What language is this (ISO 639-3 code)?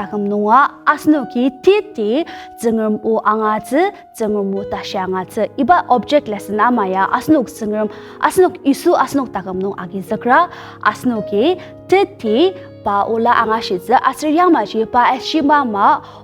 njo